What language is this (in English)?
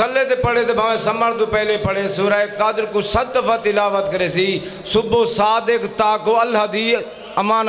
Saraiki